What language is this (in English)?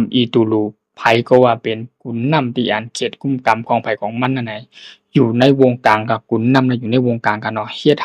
Shan